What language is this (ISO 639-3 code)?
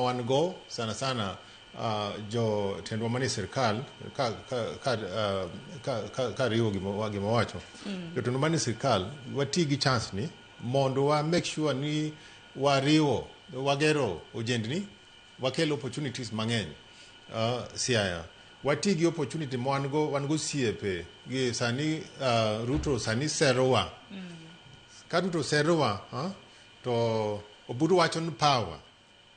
luo